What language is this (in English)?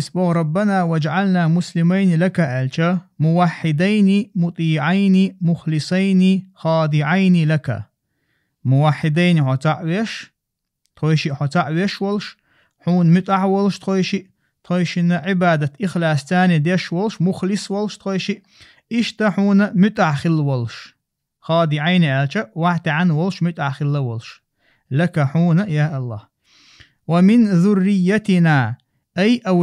Chechen